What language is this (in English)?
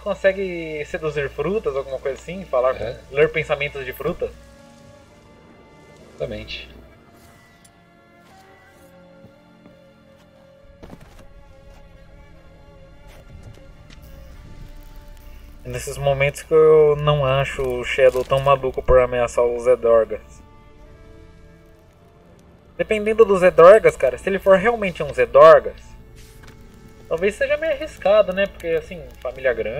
Portuguese